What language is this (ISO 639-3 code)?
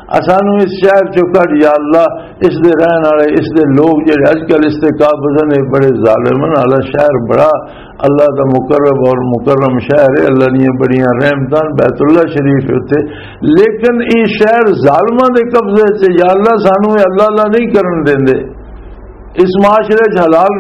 lah